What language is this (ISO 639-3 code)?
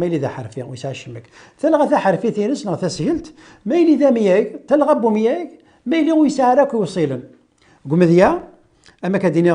kab